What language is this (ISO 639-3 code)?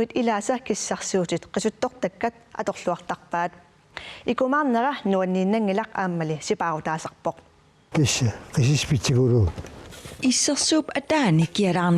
kal